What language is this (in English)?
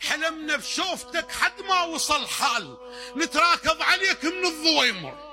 Mesopotamian Arabic